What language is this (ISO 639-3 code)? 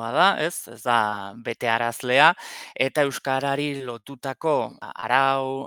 eus